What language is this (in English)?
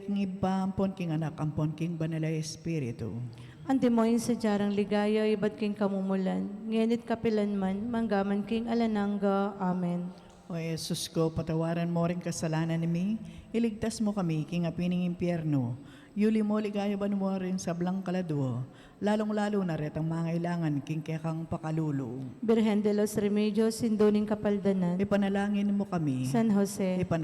Pampanga